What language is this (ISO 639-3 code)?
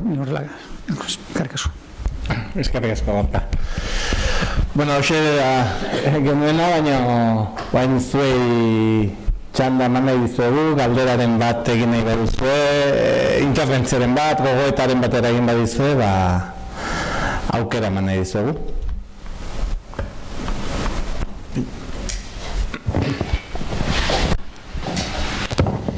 eus